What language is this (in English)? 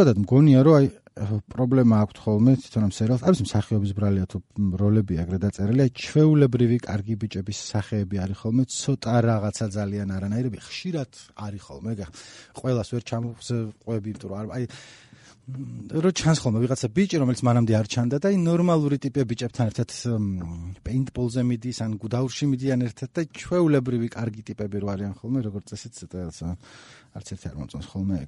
Georgian